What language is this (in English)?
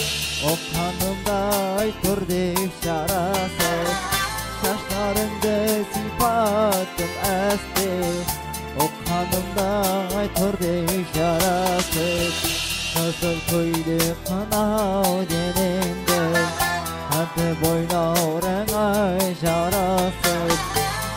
Kara-Kalpak